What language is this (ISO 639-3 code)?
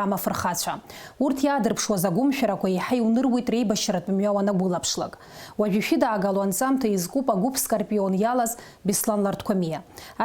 abk